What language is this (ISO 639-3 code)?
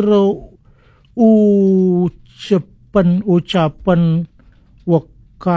ban